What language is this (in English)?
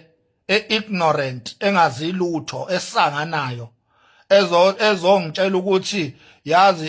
Zulu